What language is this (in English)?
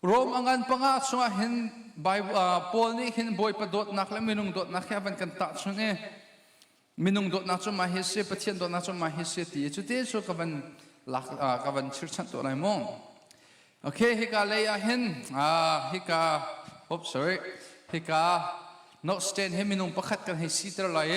Hakha Chin